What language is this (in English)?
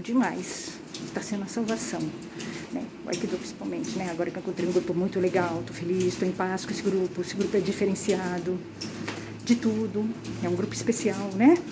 Portuguese